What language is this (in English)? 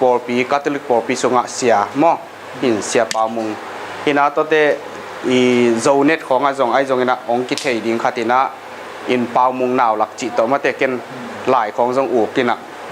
Tedim Chin